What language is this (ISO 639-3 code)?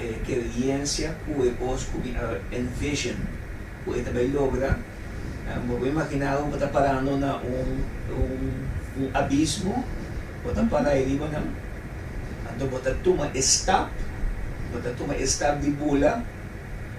pap